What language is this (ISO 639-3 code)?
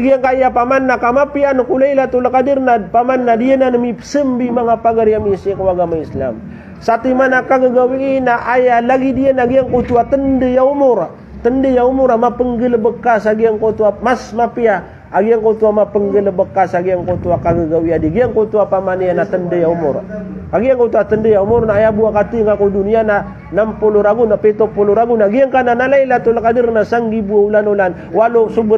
mrw